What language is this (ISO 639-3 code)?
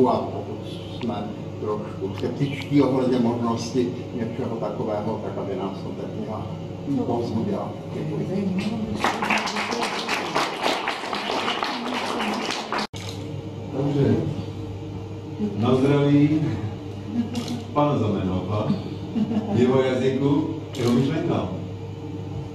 ces